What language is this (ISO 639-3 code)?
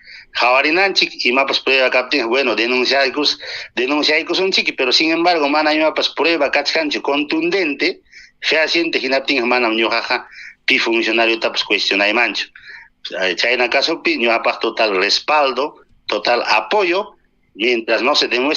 quy